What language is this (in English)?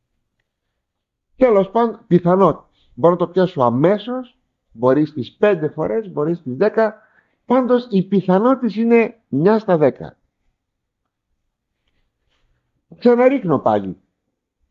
Greek